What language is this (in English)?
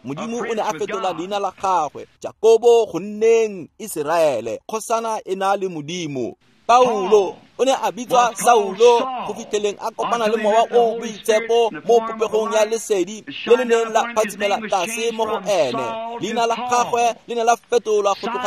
Tswana